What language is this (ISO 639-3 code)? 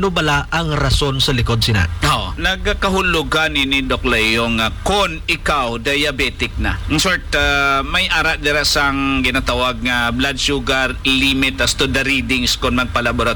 hil